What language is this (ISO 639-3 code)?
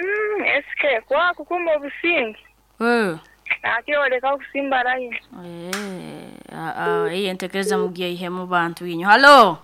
nyo